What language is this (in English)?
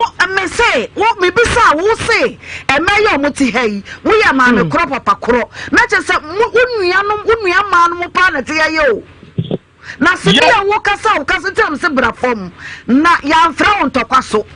Akan